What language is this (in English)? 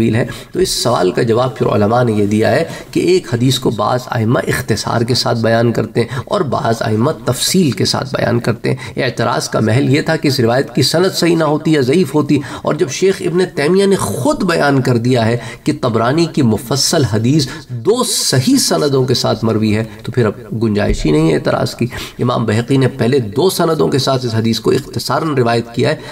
Urdu